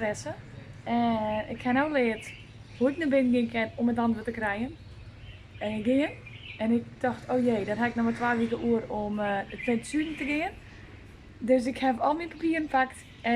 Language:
Western Frisian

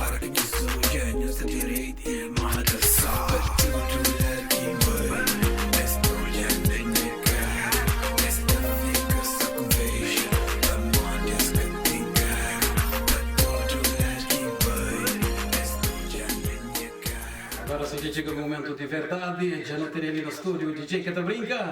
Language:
Kabuverdianu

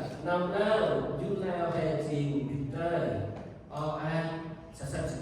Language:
Central Mnong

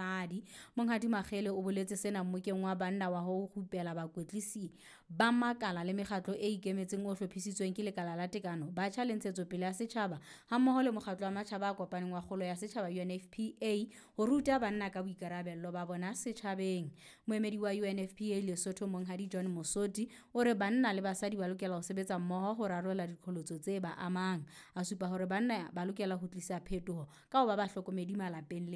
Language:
Southern Sotho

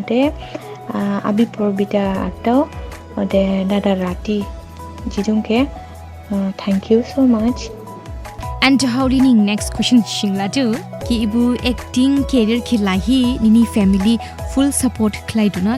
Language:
Dimasa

